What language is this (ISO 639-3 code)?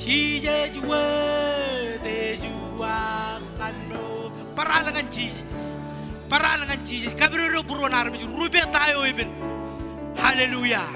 mah